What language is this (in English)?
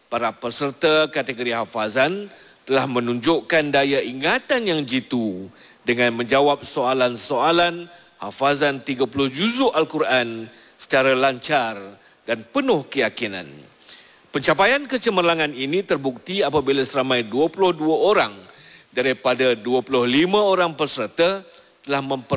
Malay